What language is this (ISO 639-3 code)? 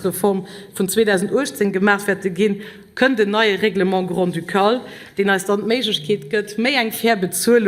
ltz